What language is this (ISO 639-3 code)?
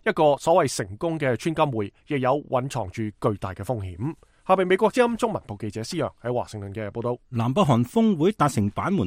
yue